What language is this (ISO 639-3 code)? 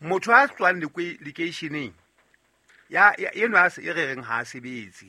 sot